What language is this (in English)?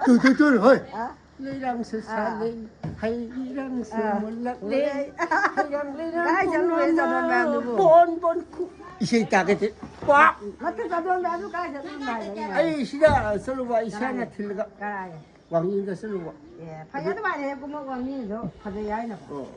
Manipuri